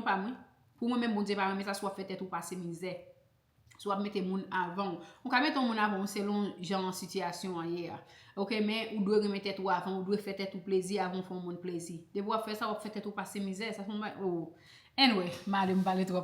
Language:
Haitian Creole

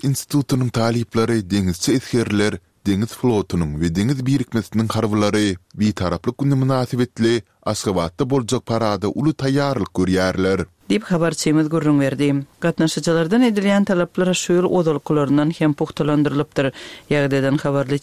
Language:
Turkmen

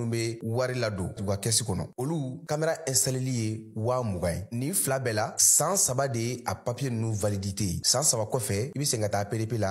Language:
Bambara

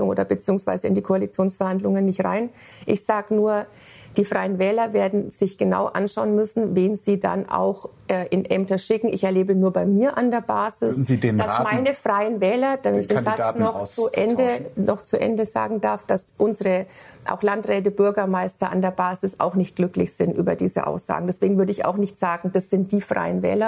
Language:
German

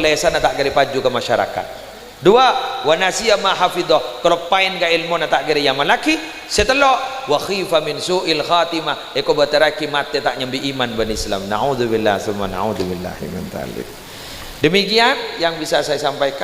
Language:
Madurese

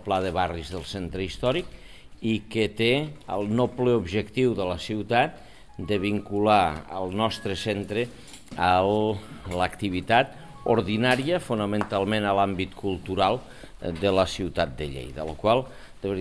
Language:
Catalan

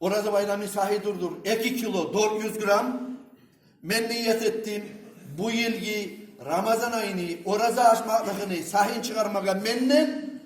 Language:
Kumyk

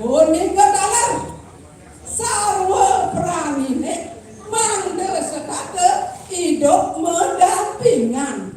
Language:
Balinese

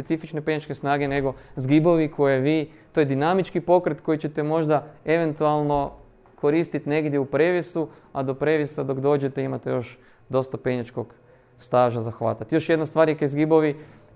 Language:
Croatian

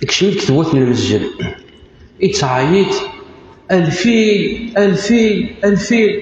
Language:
Kabyle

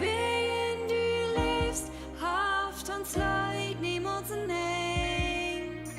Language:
Plautdietsch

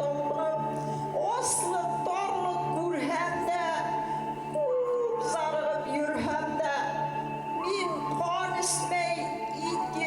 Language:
Bashkir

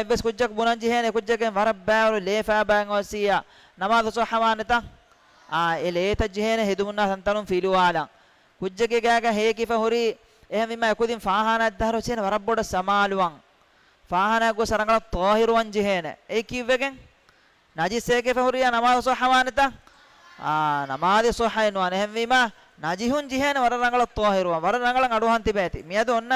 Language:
Divehi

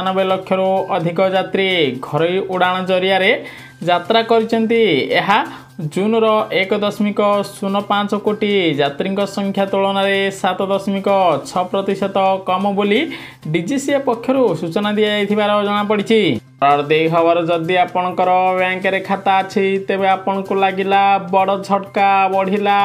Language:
Odia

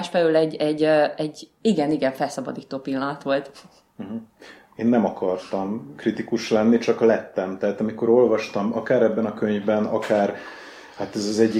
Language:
Hungarian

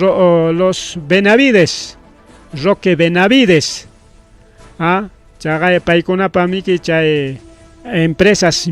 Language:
Ayacucho Quechua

